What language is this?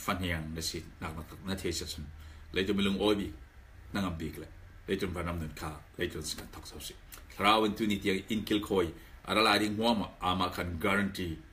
Falam Chin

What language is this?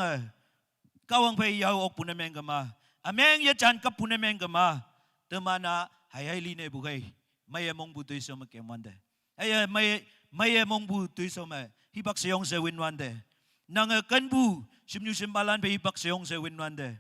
Naga Pidgin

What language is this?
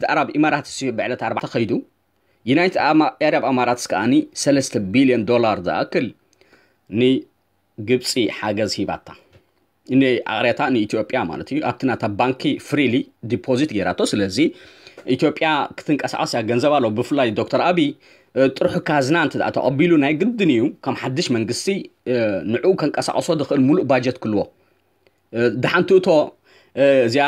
Tigrinya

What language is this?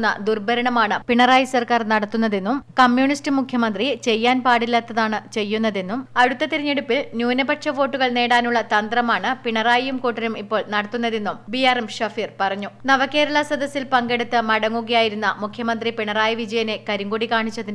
Malayalam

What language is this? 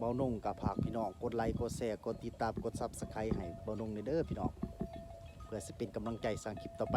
Northeastern Thai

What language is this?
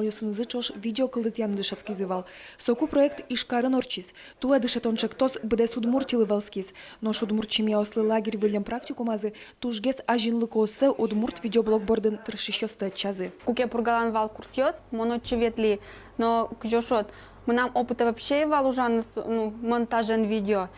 Udmurt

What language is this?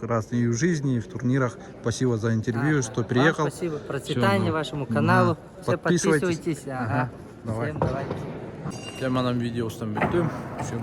Yakut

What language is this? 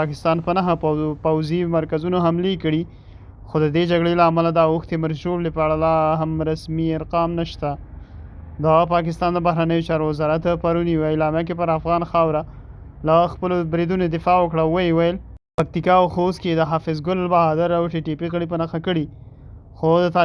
Pashto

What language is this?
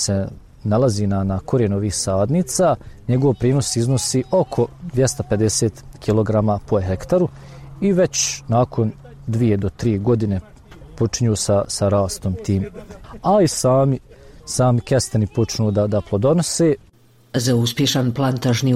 Bosnian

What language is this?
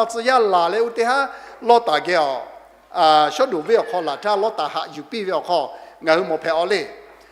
Lahu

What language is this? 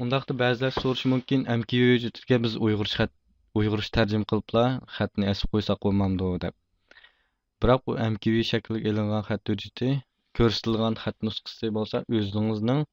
Uyghur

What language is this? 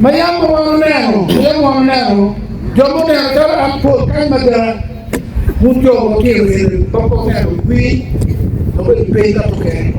Acoli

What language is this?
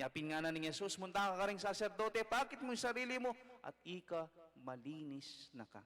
Pampanga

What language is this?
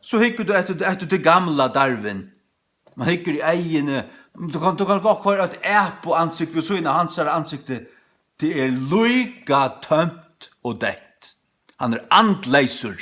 Faroese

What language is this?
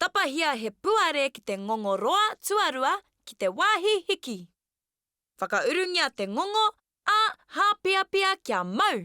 Māori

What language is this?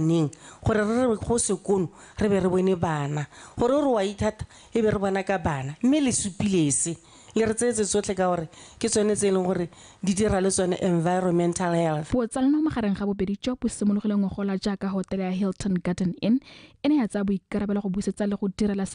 Tswana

